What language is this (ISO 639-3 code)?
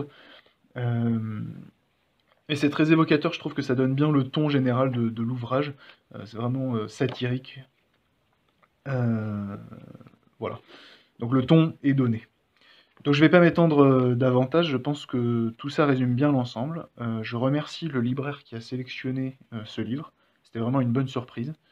fra